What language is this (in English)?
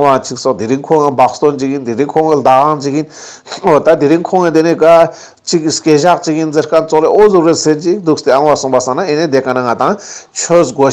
Ladakhi